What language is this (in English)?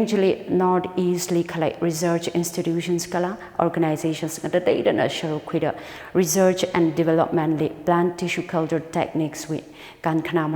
Tangkhul Naga (India)